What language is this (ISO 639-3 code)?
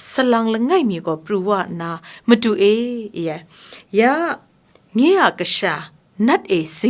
kac